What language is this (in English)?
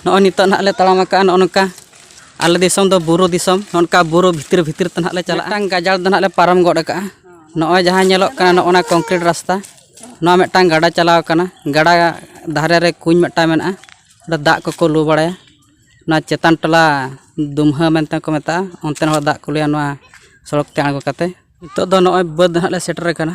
Santali